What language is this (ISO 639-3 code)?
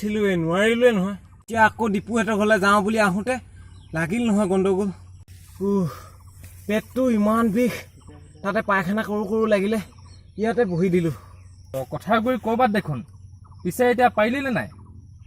asm